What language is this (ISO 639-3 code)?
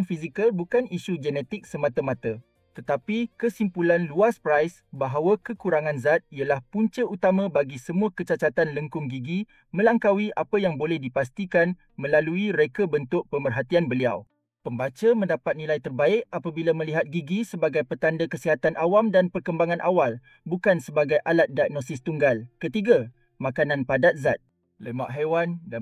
msa